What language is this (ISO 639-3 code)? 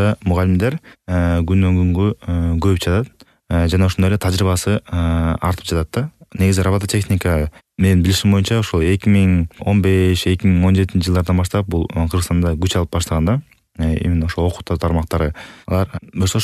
kir